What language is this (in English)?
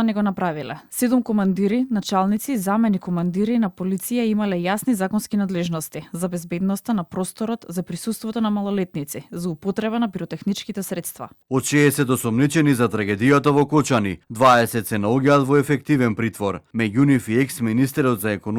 Macedonian